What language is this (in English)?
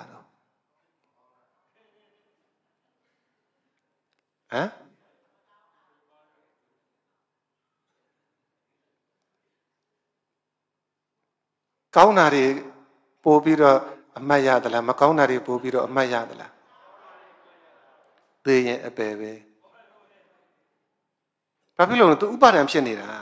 Burmese